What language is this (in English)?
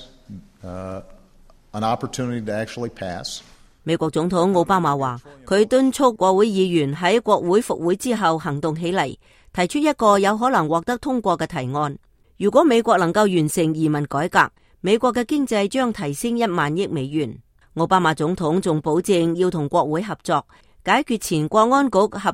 Cantonese